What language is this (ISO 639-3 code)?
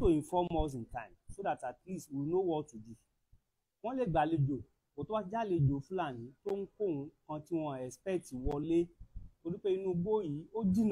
yor